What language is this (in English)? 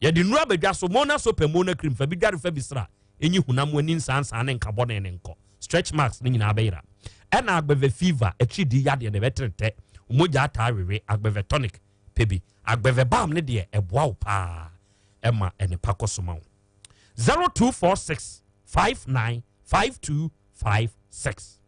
Akan